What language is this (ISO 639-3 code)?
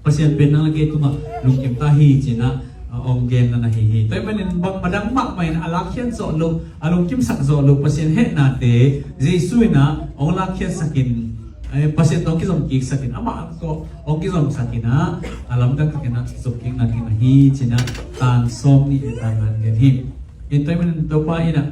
ctd